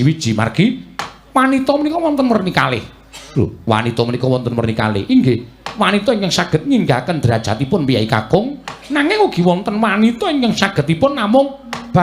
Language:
Javanese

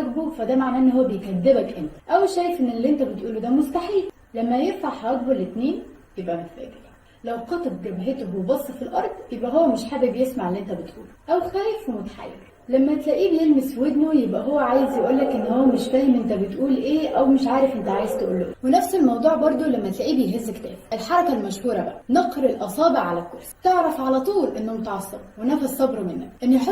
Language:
Egyptian Arabic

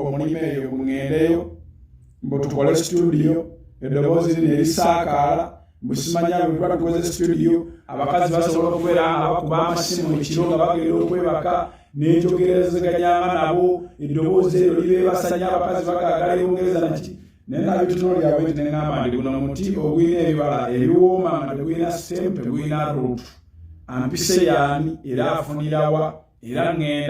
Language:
Ganda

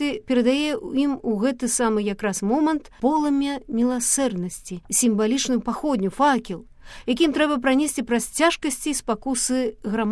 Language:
Belarusian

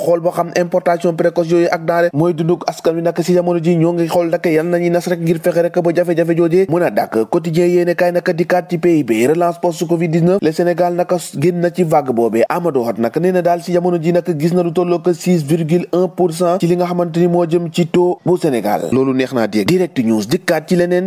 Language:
Wolof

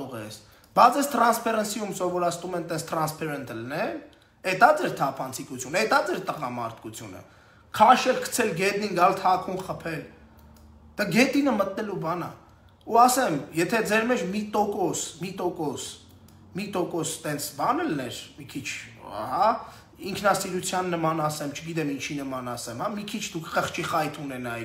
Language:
Armenian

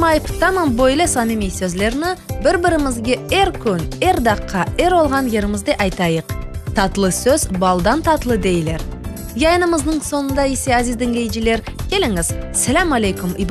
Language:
Crimean Tatar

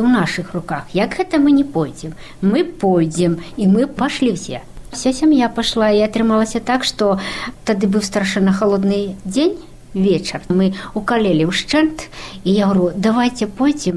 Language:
Belarusian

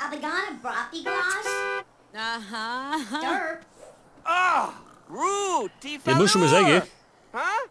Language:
Bavarian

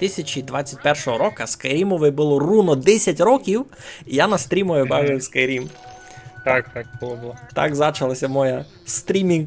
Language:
Rusyn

